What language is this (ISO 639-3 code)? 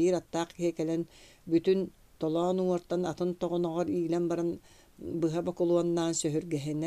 sah